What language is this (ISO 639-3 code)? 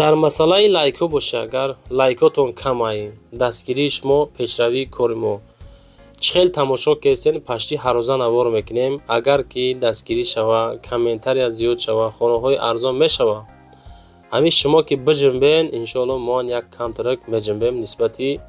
tgk